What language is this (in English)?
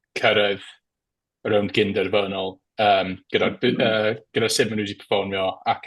Welsh